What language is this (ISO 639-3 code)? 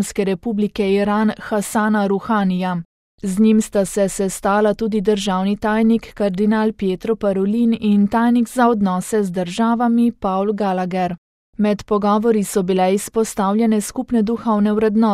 slv